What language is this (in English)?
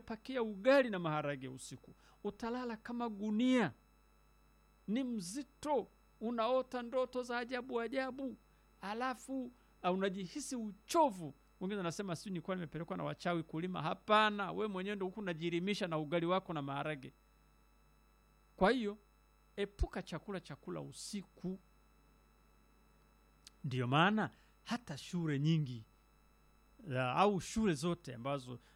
Swahili